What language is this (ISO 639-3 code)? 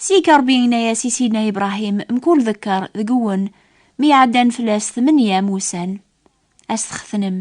kab